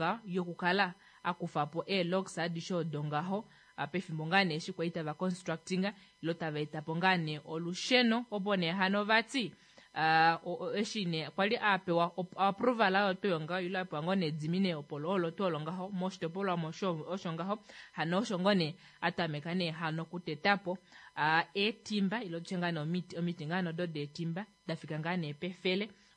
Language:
Kuanyama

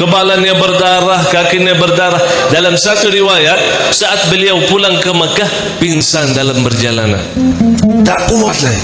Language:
Sasak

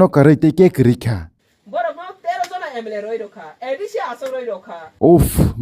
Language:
Kok Borok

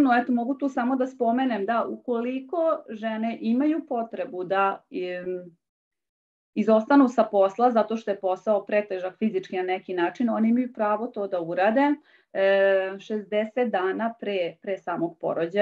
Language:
Serbian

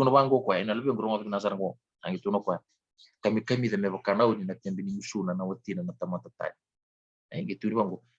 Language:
Fijian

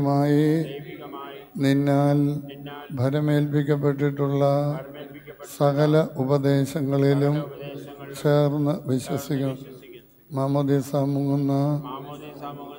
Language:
Malayalam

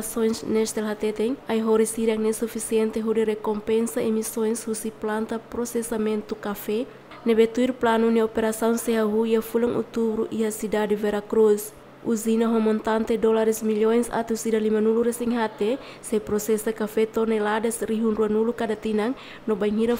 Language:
Tetum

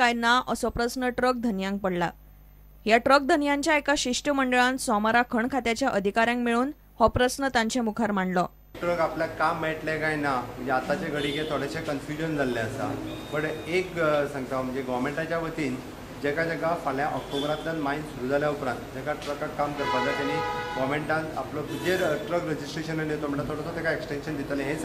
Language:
Konkani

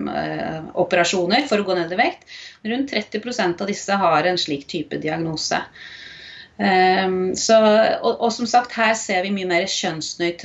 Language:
Norwegian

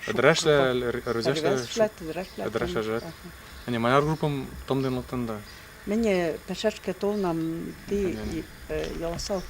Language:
Western Mari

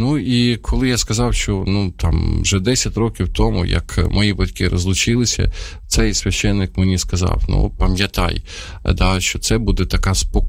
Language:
Ukrainian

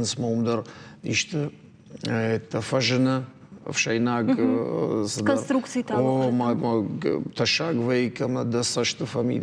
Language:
Ossetic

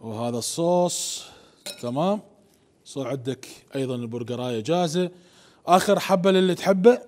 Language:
Mesopotamian Arabic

